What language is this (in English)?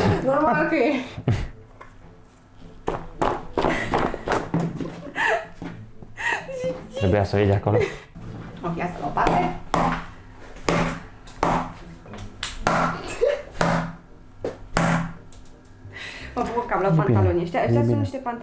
Romanian